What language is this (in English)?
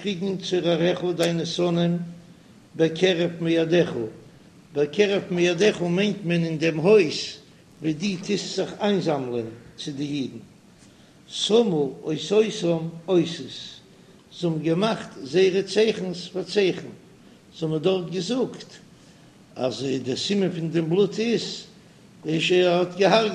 Yiddish